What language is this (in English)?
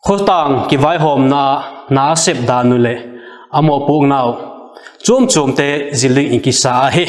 Vaiphei